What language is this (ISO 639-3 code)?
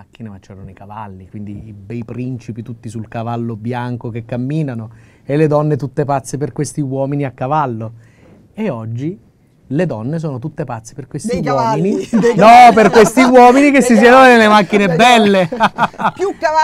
ita